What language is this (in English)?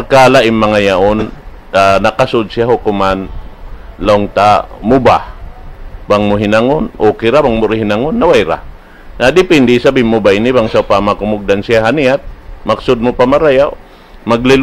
Tausug